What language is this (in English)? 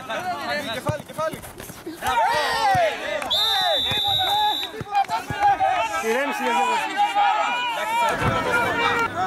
Greek